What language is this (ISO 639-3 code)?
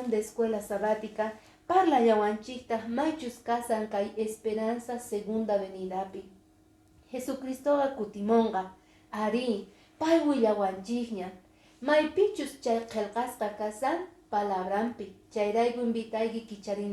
que